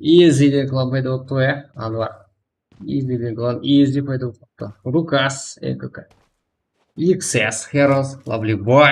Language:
Kara-Kalpak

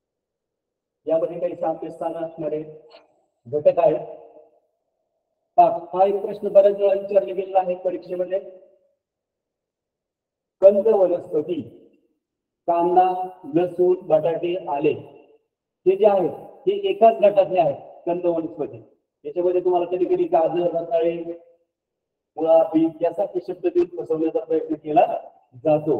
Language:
Marathi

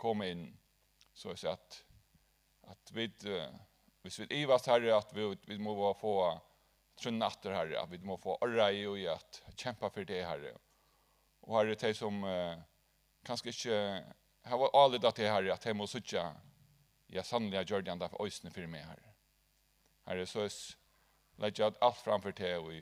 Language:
Faroese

